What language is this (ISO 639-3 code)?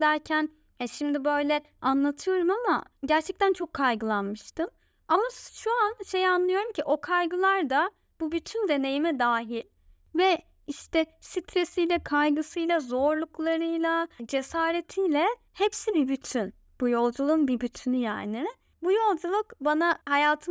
tur